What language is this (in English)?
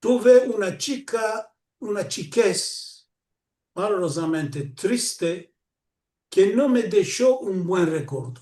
Ladino